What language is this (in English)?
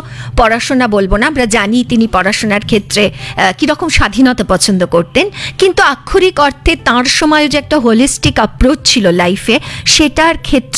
Bangla